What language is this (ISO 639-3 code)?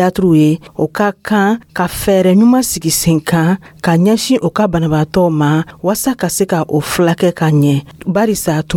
dyu